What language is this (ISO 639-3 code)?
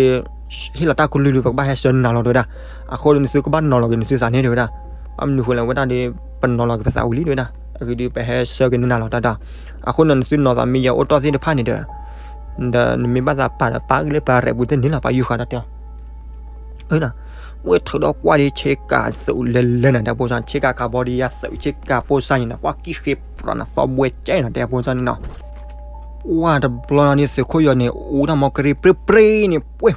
ksw